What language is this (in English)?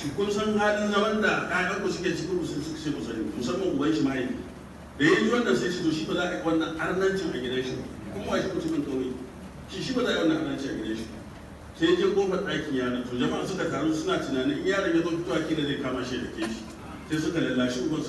Hausa